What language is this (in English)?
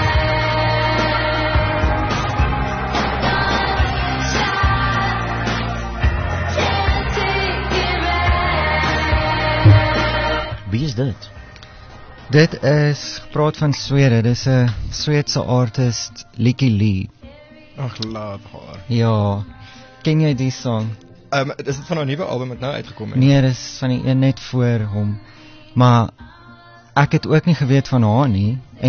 Afrikaans